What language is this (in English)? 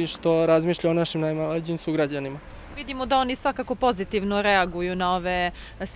Serbian